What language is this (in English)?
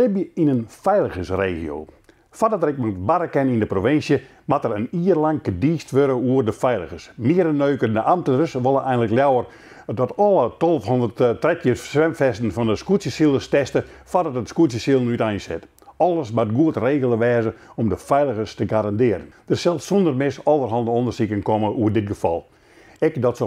Western Frisian